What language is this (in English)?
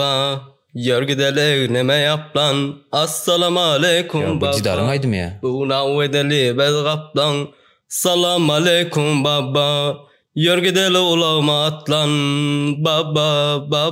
Turkmen